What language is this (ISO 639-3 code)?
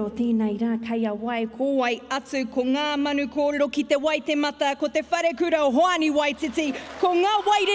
mri